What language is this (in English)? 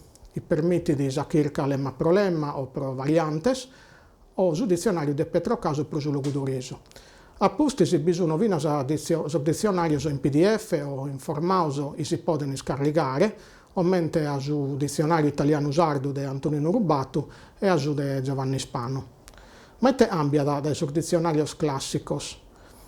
Sardinian